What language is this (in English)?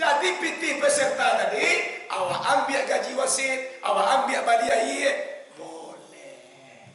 Minangkabau